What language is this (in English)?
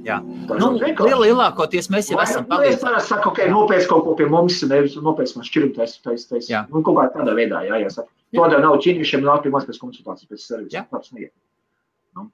Latvian